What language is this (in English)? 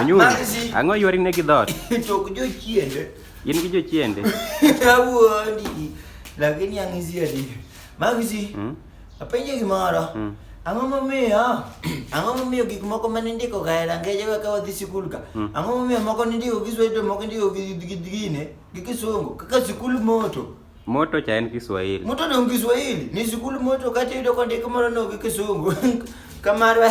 Luo (Kenya and Tanzania)